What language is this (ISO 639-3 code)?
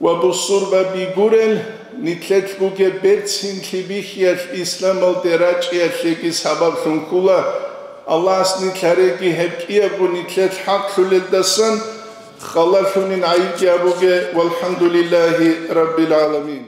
ava